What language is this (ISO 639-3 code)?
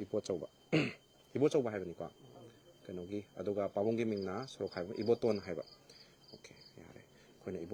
mni